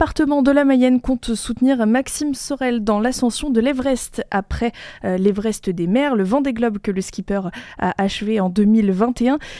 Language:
French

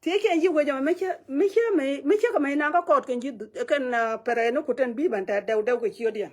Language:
Nuer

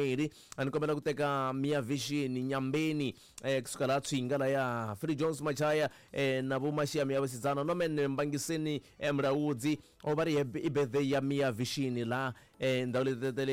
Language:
Tsonga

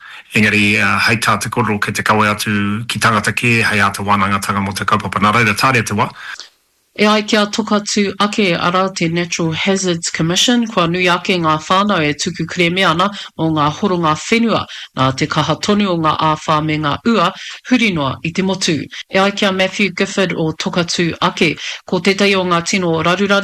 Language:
Māori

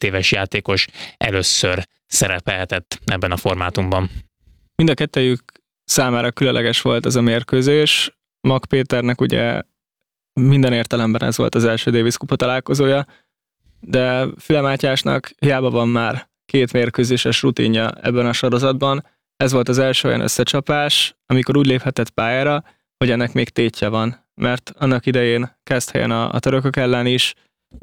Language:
Hungarian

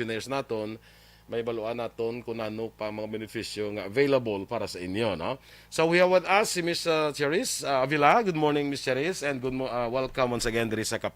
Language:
Hiligaynon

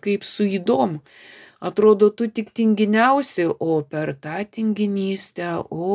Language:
Lithuanian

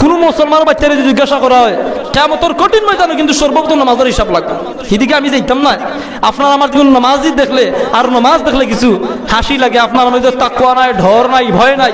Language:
Sylheti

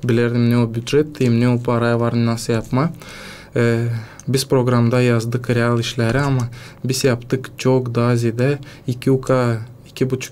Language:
Gagauz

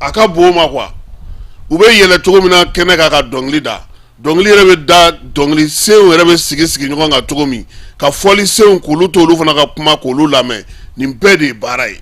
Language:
Bambara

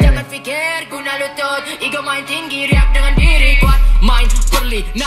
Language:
Malay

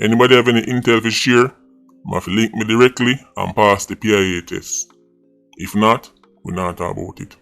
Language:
Jamaican Creole English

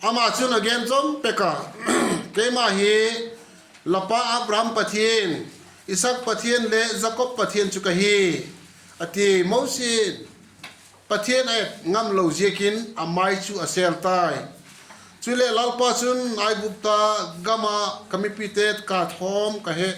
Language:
Vaiphei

